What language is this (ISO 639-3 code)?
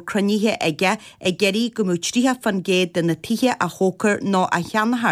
gle